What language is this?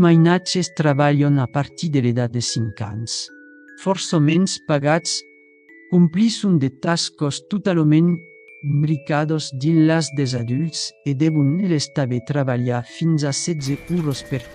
Occitan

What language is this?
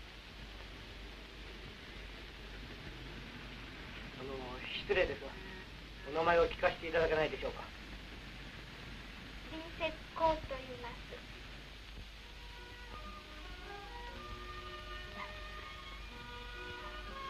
Japanese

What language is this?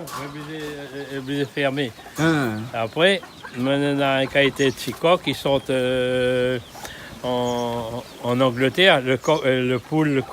Réunion Creole French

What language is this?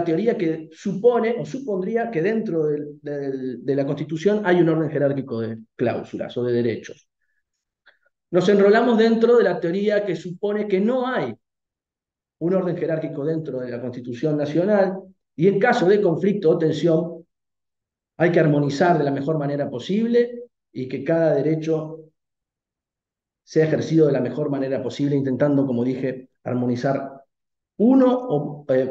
Spanish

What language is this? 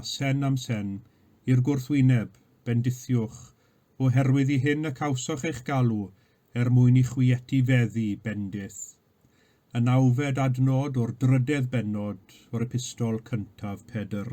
Welsh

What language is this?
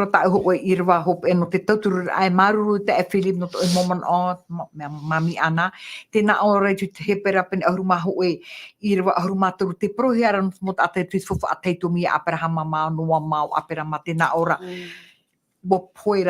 Tahitian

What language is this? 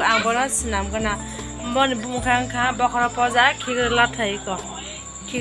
Kok Borok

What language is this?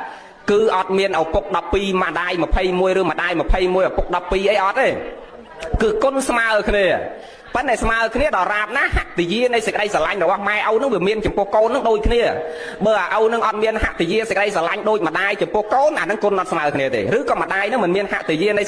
Khmer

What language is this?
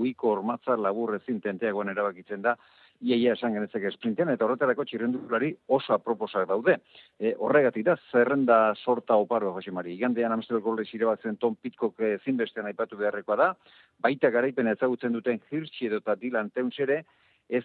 Basque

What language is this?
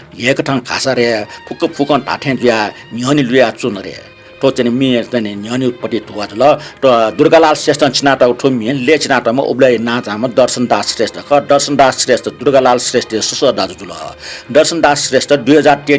Newari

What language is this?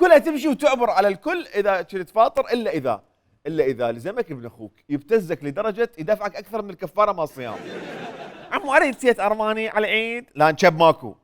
Mesopotamian Arabic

